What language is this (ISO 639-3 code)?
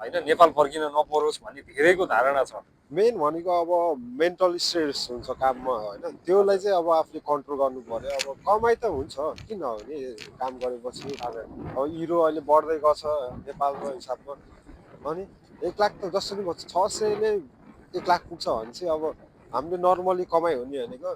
nep